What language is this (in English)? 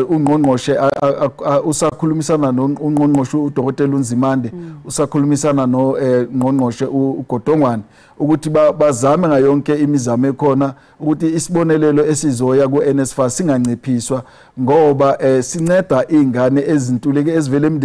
Zulu